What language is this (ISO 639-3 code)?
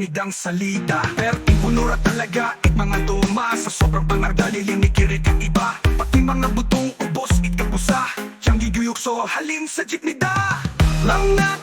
bno